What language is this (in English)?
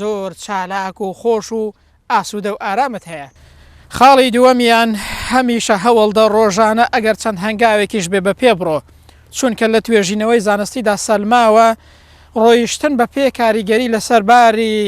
Central Kurdish